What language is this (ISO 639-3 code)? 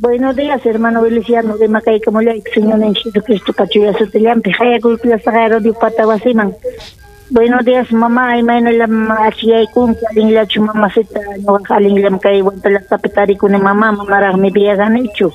quy